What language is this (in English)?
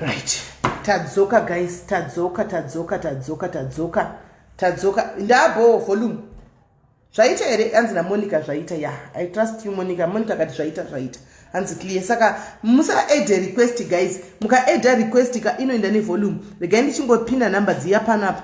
Shona